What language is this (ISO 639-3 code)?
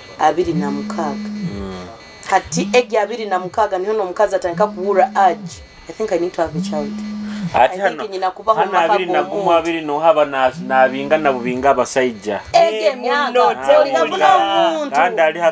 nyo